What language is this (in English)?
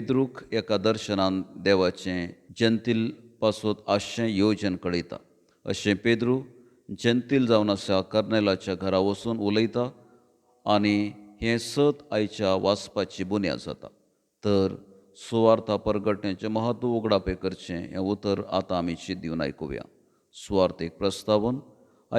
Konkani